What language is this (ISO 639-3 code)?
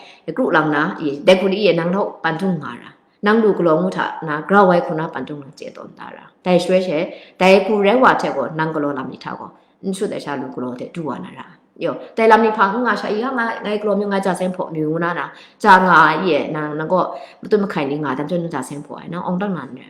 kac